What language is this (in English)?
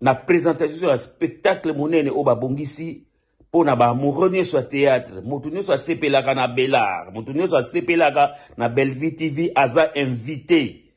Lingala